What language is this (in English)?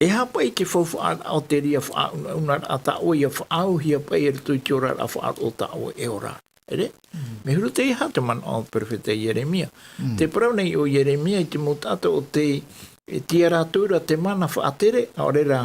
Tahitian